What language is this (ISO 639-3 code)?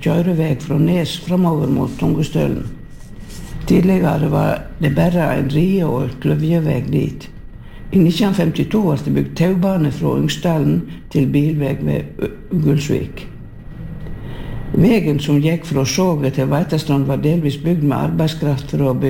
nor